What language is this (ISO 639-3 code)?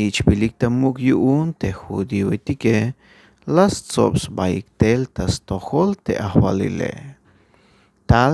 tzh